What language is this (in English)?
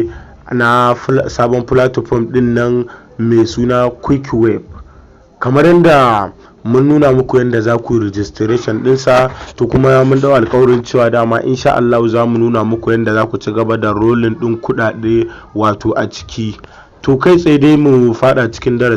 Hausa